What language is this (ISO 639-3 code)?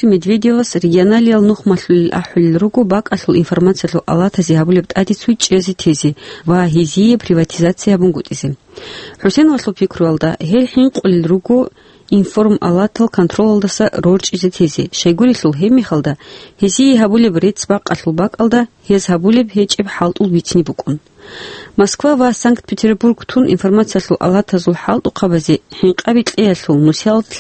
ava